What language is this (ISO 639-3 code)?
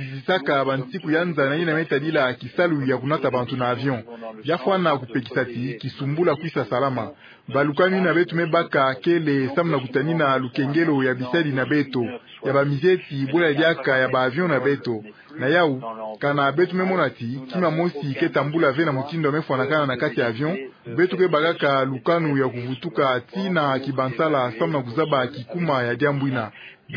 ktu